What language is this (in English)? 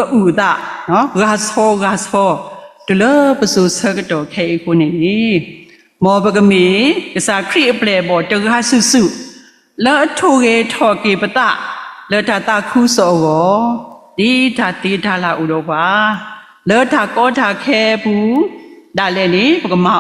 S'gaw Karen